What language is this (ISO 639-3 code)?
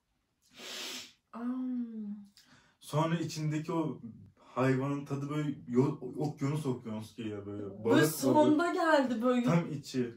tur